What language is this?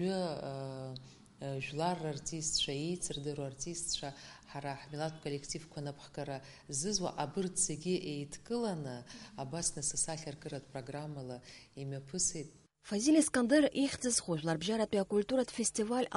Abkhazian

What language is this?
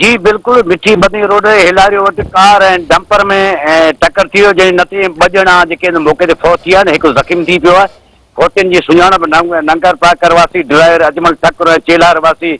Sindhi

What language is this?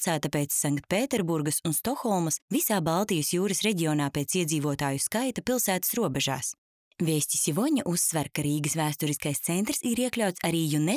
Latvian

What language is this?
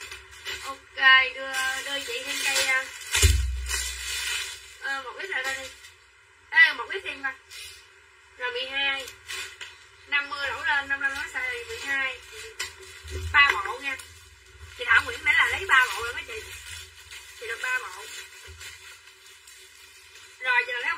Vietnamese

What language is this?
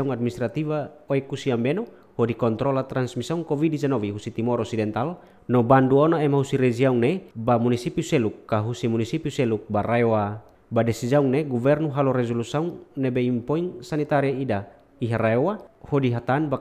Tetum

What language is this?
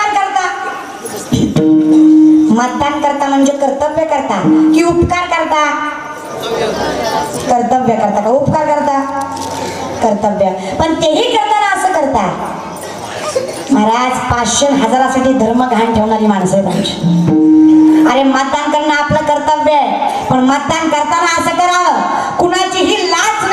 Marathi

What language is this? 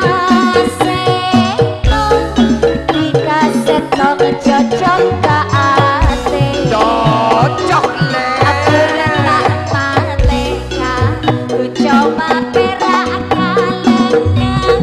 Madurese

